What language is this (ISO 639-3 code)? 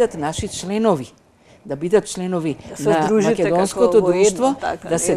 mkd